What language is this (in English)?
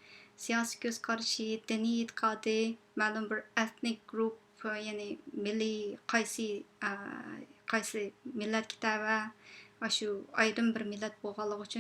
Uyghur